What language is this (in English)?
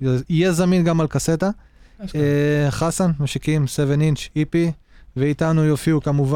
Hebrew